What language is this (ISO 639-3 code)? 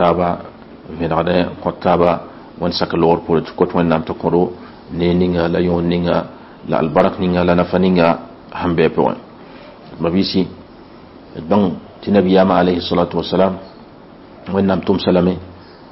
mos